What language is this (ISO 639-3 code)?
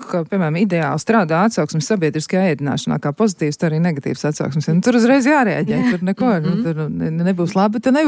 lav